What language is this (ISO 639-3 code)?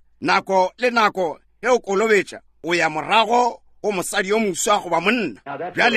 nso